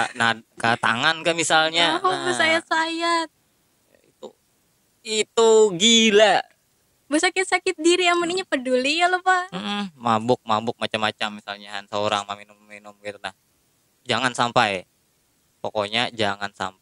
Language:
Banjar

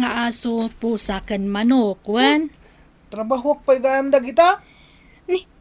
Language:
Iloko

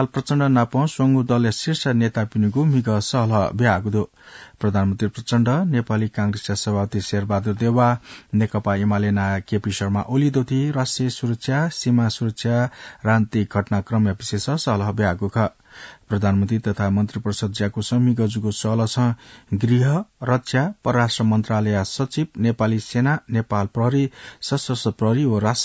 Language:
Newari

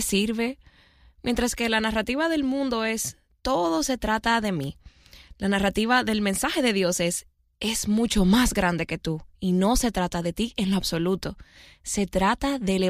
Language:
Spanish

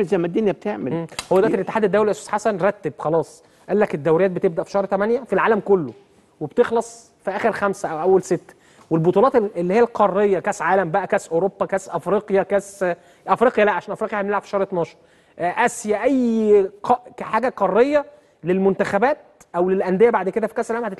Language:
Egyptian Arabic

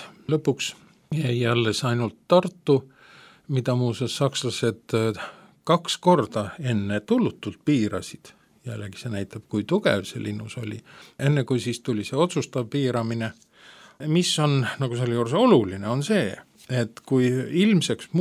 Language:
Estonian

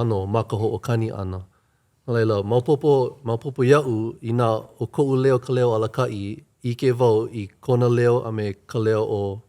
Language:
Hawaiian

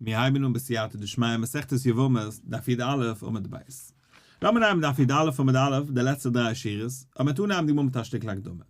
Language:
Yiddish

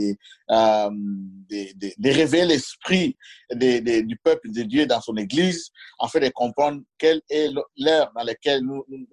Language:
French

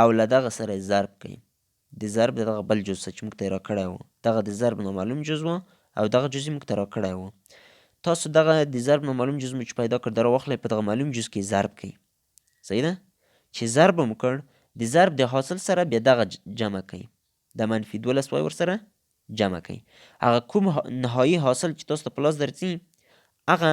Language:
Pashto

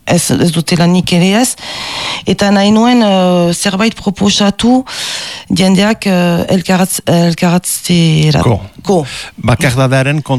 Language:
Basque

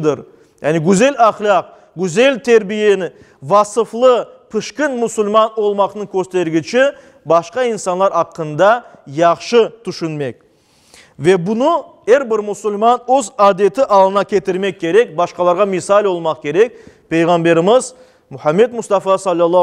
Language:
Crimean Tatar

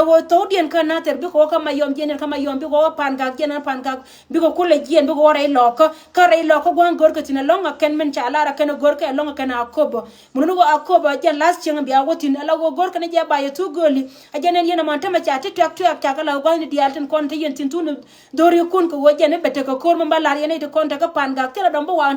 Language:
Nuer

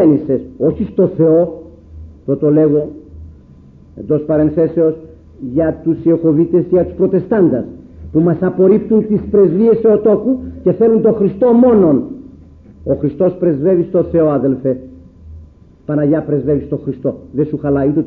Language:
Greek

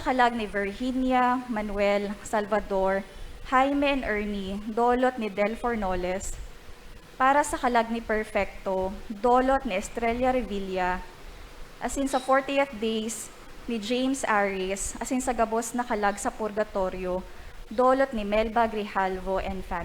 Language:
Bikol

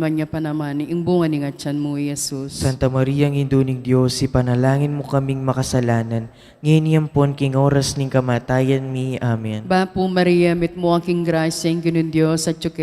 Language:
Pampanga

